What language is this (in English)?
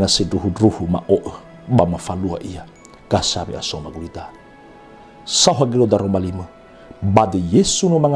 Nias